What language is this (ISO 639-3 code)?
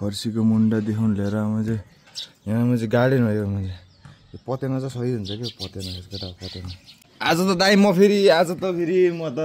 nep